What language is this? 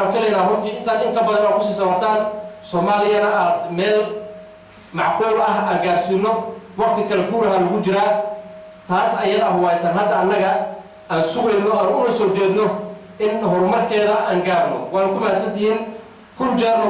Somali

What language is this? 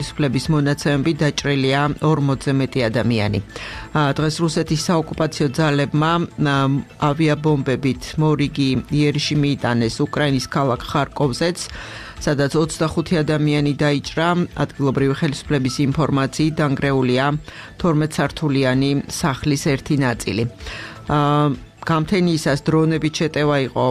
Georgian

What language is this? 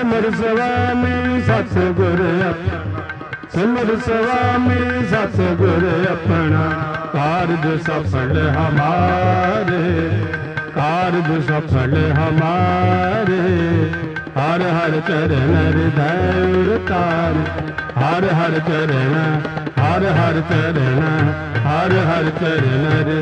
Punjabi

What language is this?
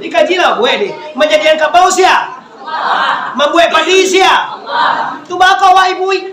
Minangkabau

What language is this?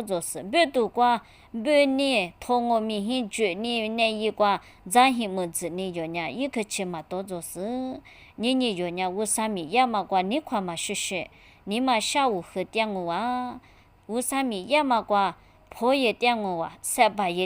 Lisu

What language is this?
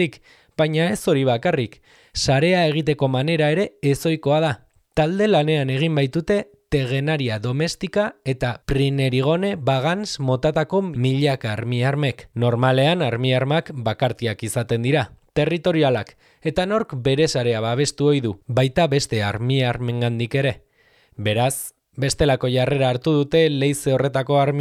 Basque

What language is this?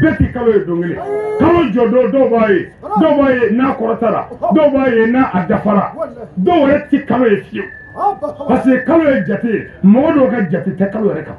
Bambara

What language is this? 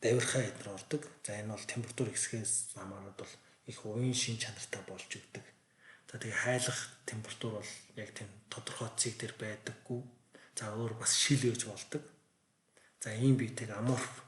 Mongolian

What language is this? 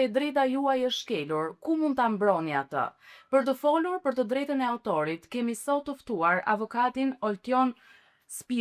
Albanian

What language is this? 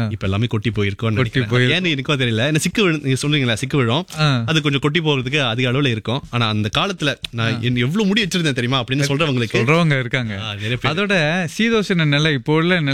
Tamil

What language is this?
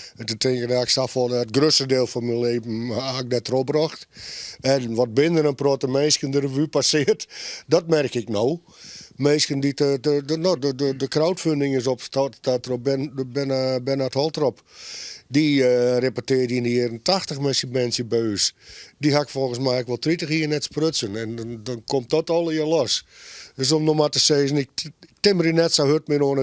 Western Frisian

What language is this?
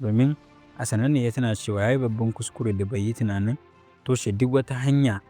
Hausa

